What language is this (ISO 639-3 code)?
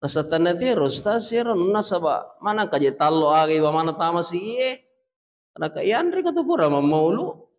bug